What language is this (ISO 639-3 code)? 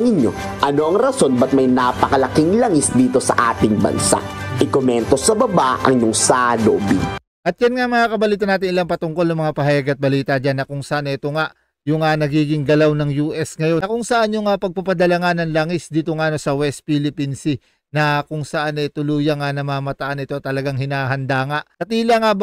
fil